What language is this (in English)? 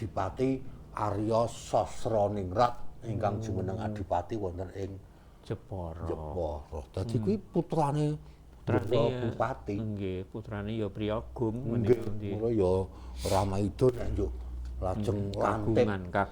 Javanese